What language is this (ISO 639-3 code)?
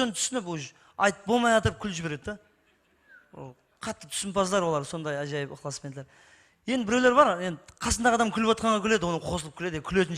kaa